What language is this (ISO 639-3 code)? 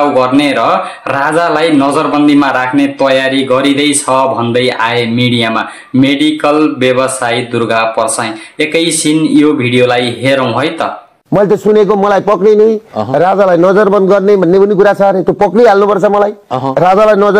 nep